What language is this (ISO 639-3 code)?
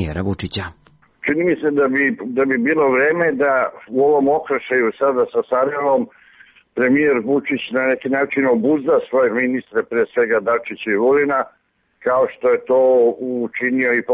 srp